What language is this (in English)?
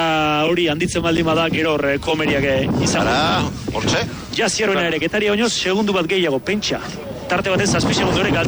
Basque